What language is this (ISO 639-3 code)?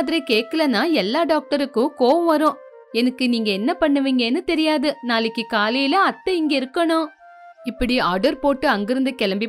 tam